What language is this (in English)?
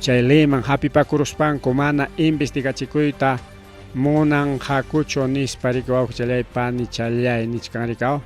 Ayacucho Quechua